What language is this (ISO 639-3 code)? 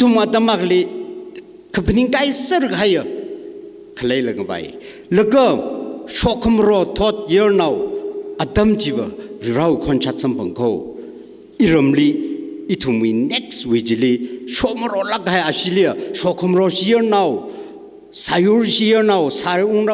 nmf